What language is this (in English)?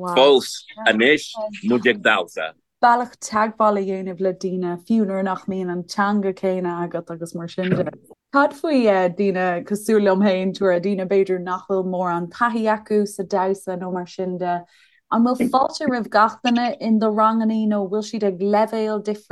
Irish